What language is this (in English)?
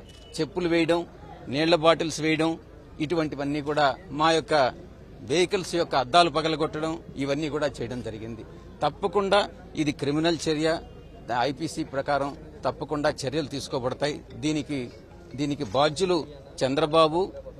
Telugu